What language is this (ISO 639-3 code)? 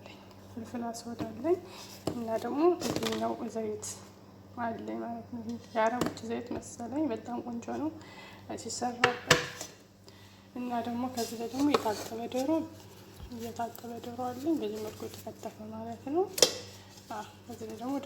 amh